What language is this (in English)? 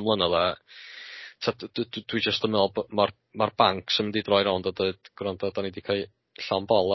Welsh